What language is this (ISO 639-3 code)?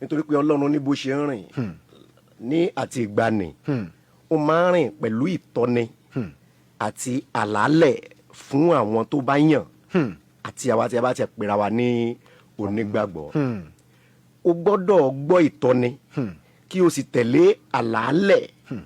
yor